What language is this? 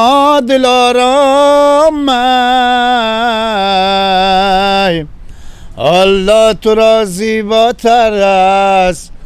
Persian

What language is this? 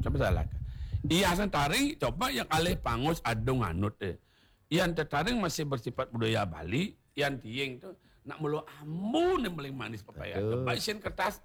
Balinese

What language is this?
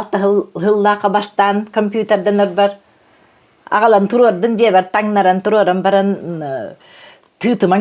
Yakut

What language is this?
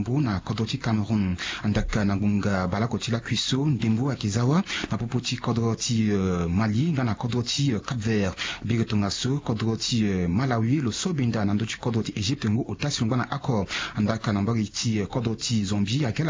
Sango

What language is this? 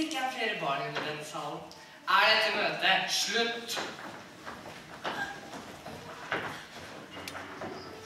Norwegian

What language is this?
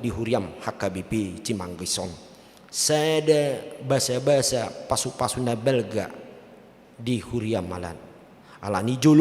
Batak Toba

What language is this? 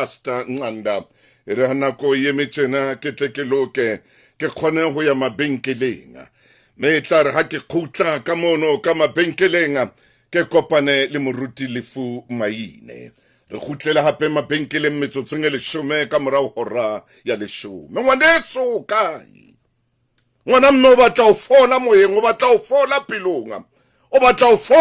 Southern Sotho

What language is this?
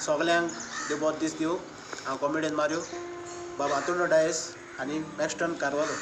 Konkani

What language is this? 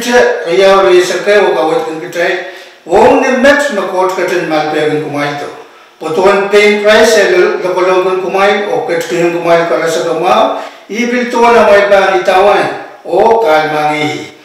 Pohnpeian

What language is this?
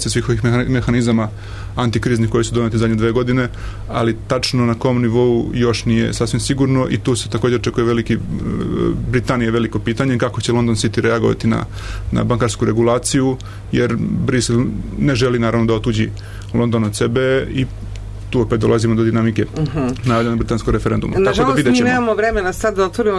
Serbian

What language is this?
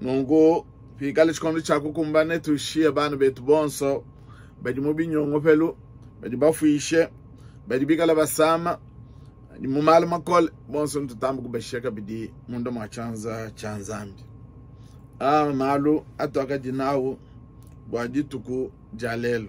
Luba-Lulua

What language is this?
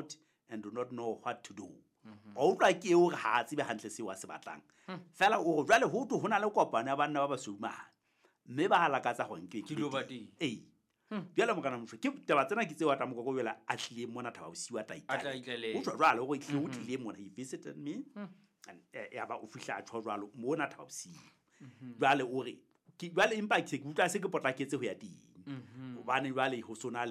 Southern Sotho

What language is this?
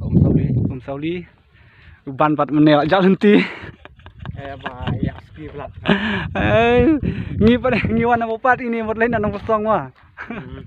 Khasi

